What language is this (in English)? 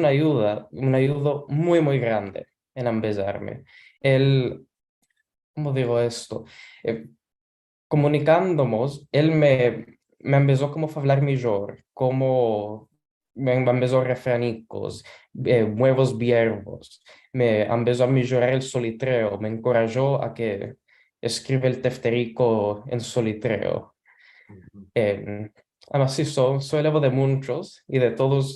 Ladino